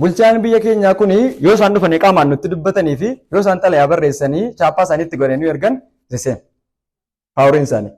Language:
Oromo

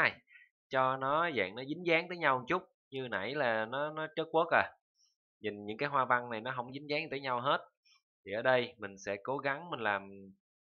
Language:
Vietnamese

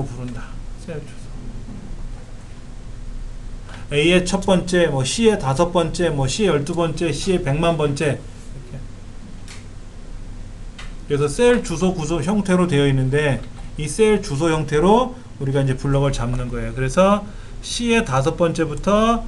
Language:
Korean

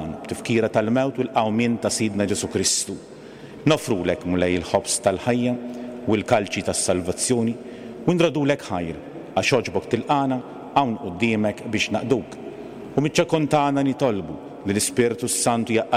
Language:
Maltese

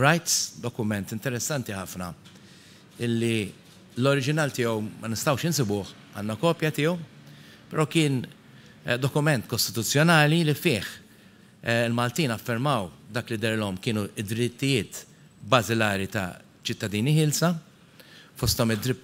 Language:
Maltese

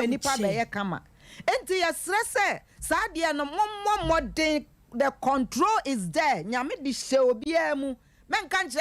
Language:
Akan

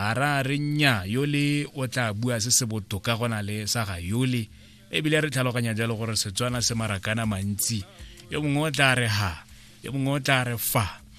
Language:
Tswana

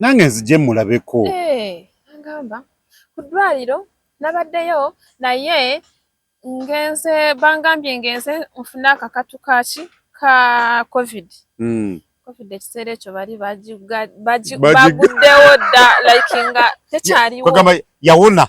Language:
Ganda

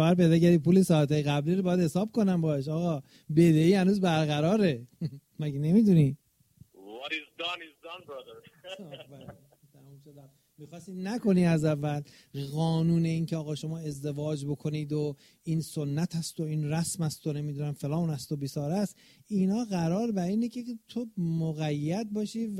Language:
Persian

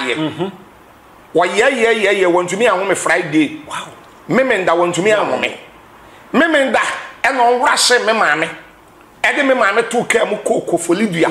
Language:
Akan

